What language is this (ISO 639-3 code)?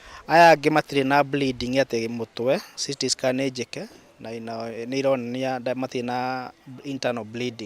kik